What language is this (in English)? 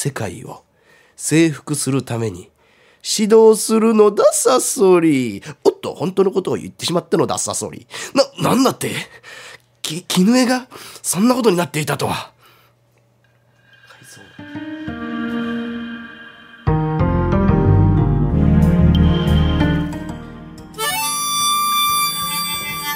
Japanese